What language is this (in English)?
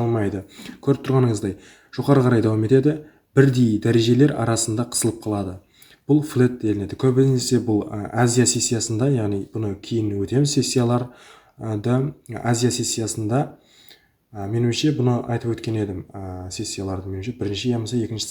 Kara-Kalpak